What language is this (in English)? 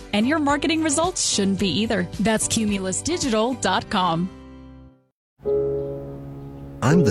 English